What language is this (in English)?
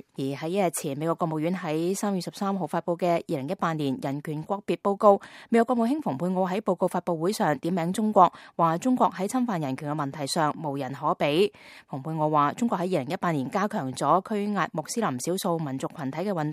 Cantonese